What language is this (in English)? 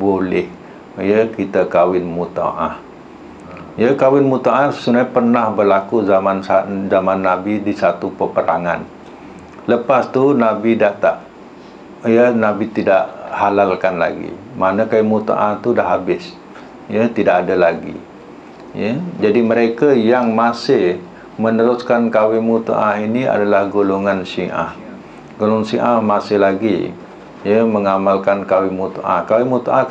Malay